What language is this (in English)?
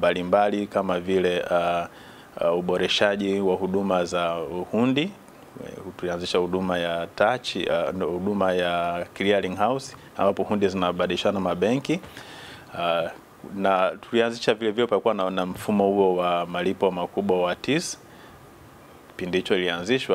Swahili